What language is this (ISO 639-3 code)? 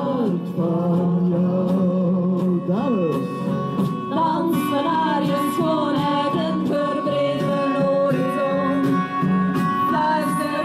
nld